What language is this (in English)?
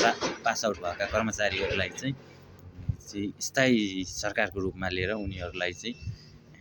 Nepali